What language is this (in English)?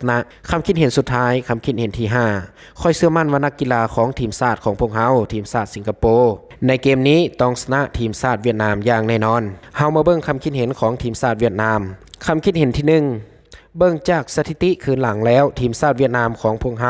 Lao